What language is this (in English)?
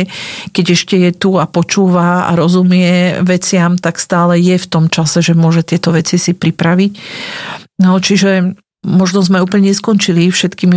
Slovak